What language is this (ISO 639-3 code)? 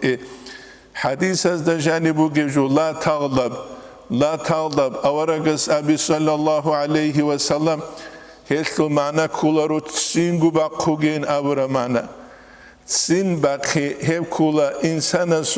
ava